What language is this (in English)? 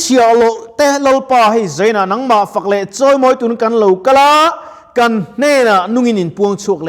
Mizo